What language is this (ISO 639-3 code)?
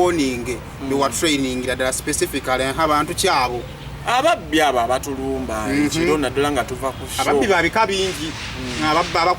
lug